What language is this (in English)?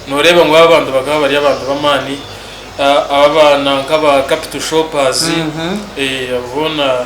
Nyankole